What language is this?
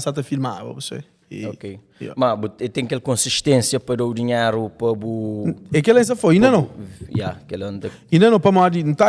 Kabuverdianu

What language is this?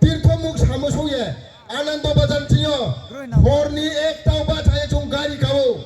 Riang (India)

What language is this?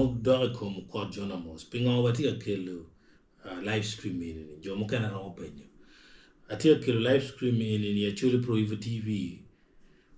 Acoli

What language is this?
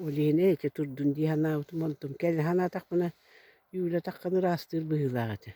Yakut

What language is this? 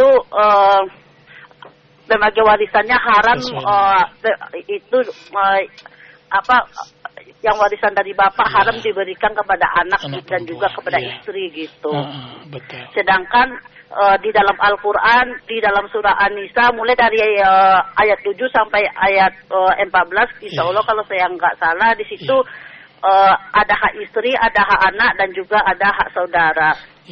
Indonesian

